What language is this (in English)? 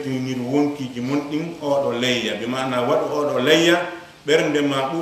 Fula